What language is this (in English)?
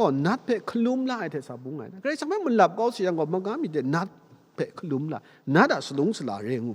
Kachin